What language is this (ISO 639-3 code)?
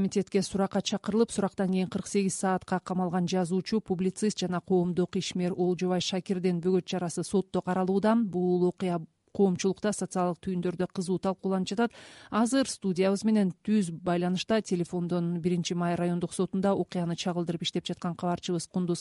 kir